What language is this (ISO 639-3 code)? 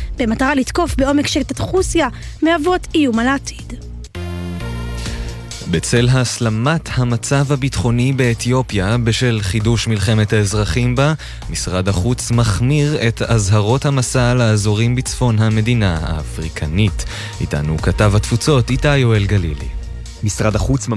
heb